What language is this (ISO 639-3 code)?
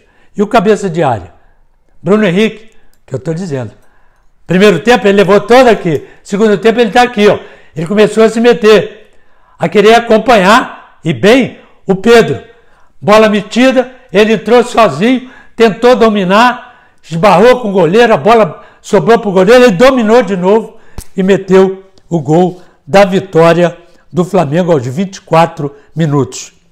por